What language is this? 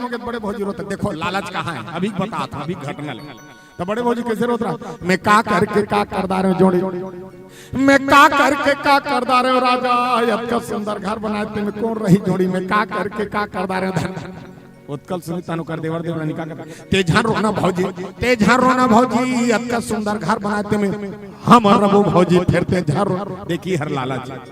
Chhattisgarhi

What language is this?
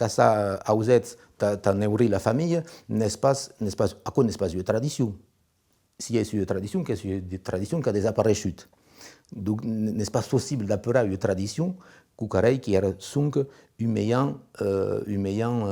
Occitan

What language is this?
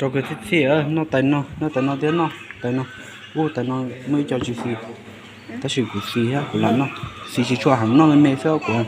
Hmong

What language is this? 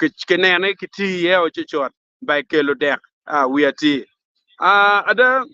Acoli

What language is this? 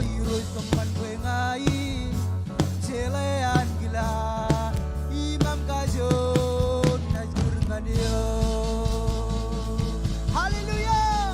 Marshallese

